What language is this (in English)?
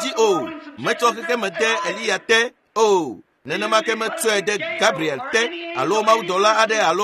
Ewe